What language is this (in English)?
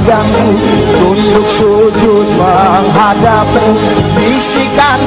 Indonesian